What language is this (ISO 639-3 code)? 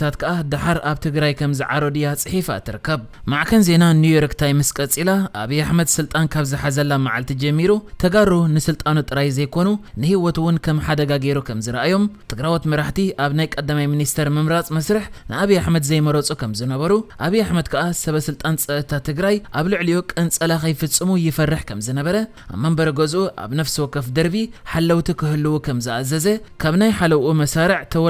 tir